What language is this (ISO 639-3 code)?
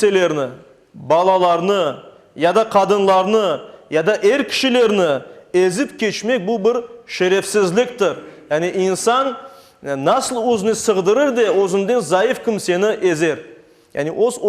crh